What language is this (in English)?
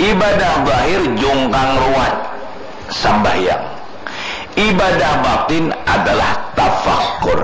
Banjar